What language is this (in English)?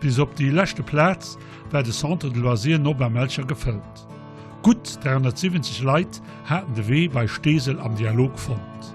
Luxembourgish